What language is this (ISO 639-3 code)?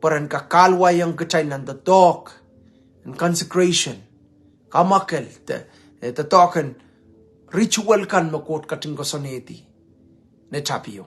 pon